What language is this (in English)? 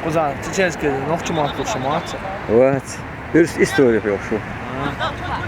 Chechen